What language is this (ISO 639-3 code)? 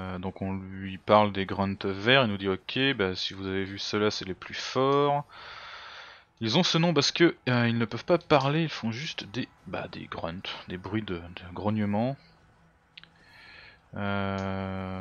fra